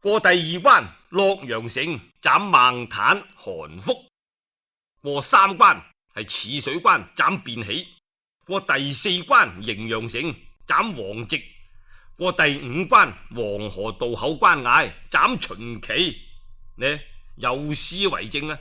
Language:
Cantonese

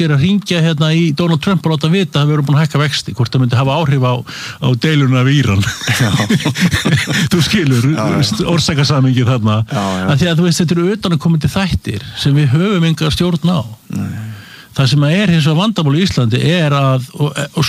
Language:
Icelandic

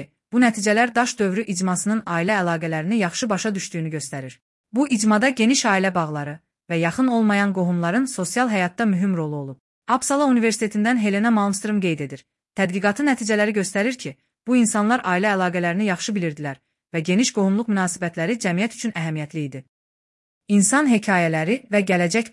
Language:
Azerbaijani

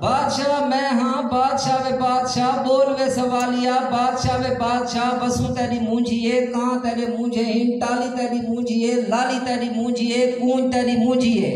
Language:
Saraiki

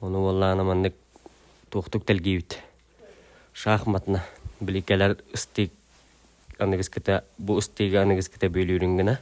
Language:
Yakut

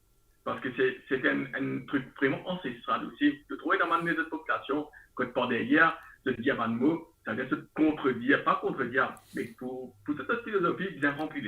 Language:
Morisyen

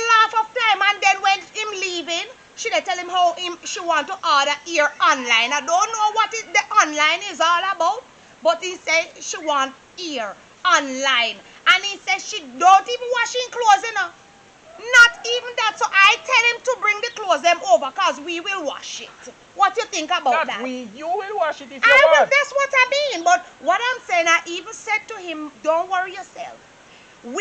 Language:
Jamaican Creole English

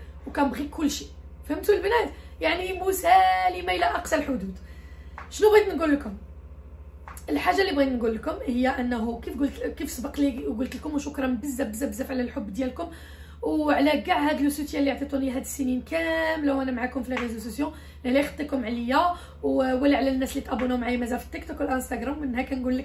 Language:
Moroccan Arabic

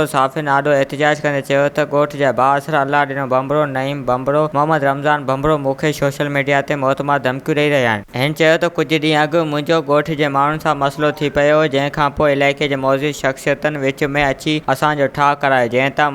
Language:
Sindhi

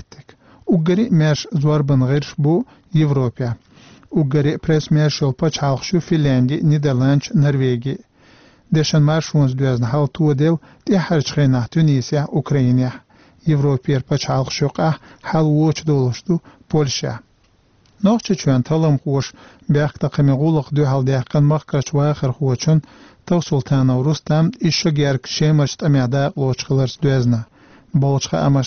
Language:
Chechen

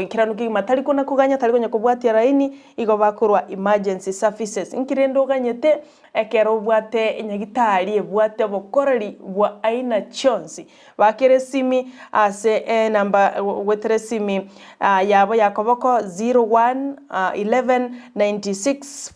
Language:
Gusii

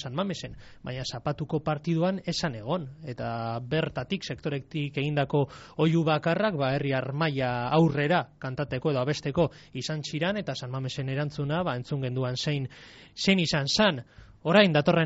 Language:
Basque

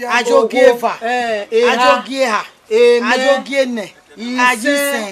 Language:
Bini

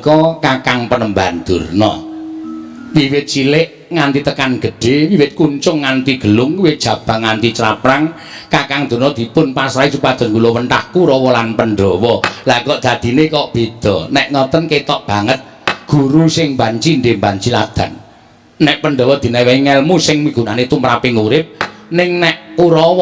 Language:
Javanese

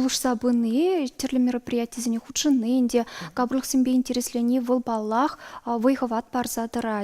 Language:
Chuvash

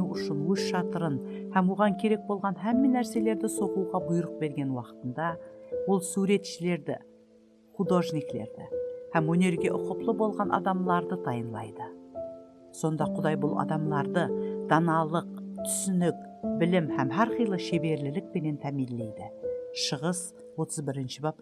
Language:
Kara-Kalpak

